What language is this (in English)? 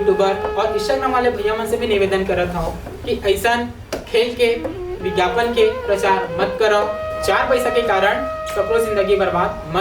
Chhattisgarhi